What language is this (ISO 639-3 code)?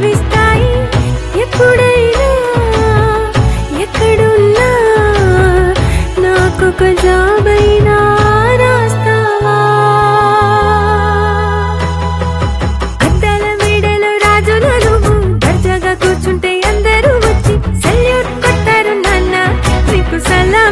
tel